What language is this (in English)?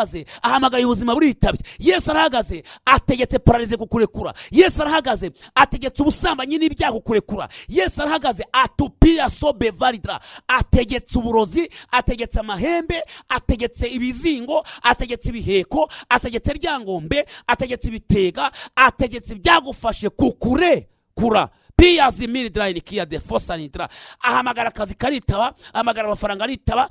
Kinyarwanda